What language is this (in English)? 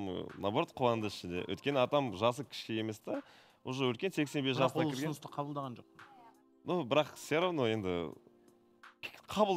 Kazakh